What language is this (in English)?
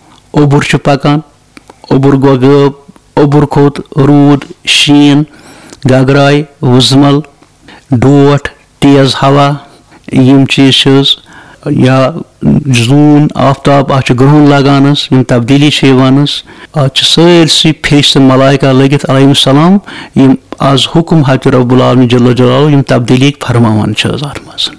Kashmiri